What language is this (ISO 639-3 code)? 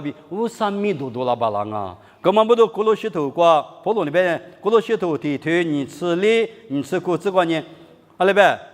lis